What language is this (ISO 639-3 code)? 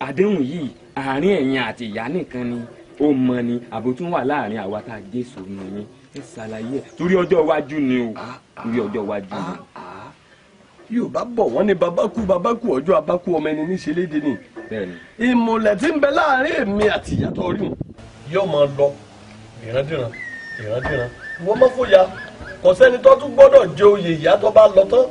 yor